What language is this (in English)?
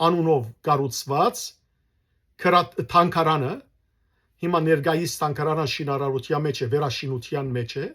Western Armenian